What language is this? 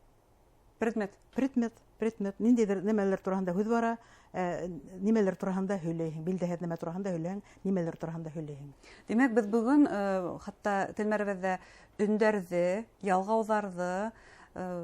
Bashkir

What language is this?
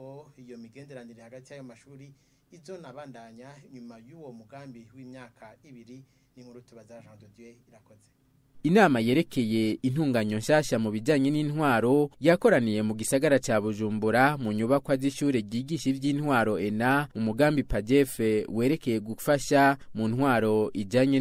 Rundi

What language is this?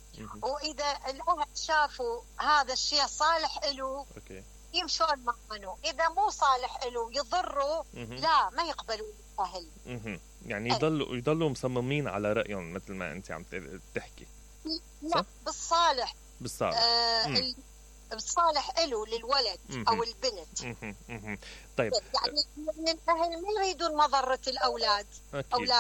Mesopotamian Arabic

